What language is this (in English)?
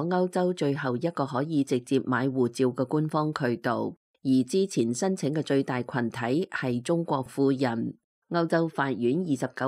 Cantonese